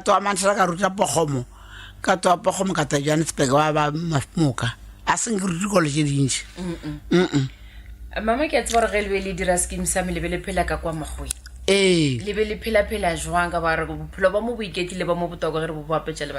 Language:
Northern Sotho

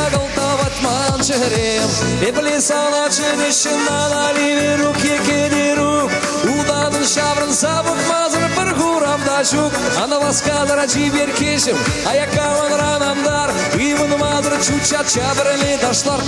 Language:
Chuvash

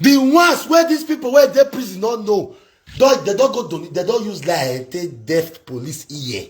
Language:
Nigerian Pidgin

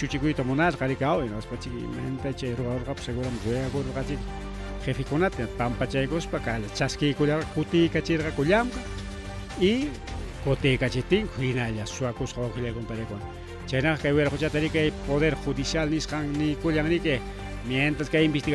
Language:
Ayacucho Quechua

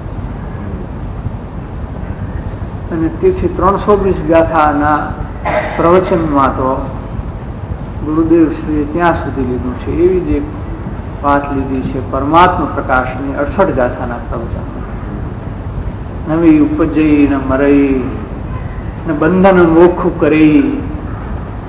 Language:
Gujarati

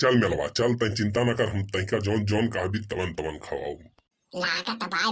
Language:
Awadhi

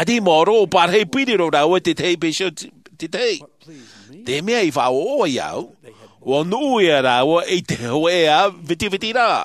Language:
Tahitian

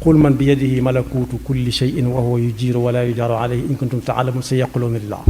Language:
Wolof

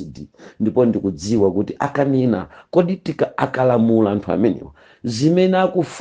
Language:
Nyanja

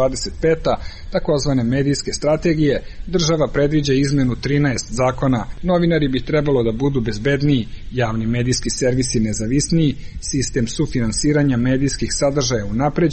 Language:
Serbian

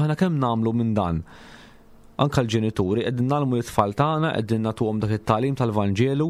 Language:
Maltese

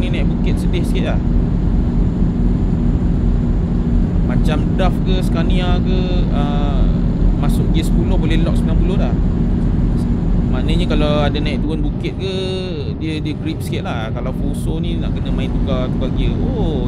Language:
Malay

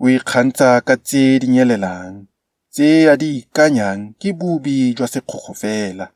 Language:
Tswana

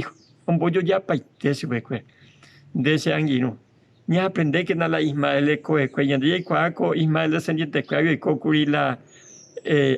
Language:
Guarani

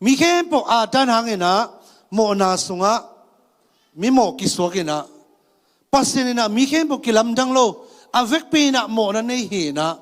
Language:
Tedim Chin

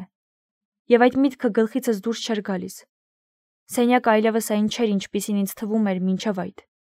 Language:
Armenian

